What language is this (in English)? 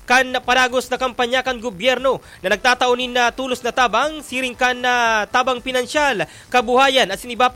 Bikol